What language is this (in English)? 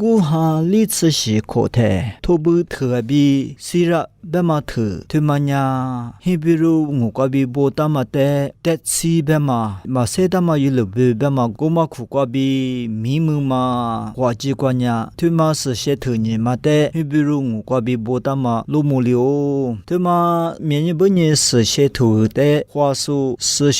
Lisu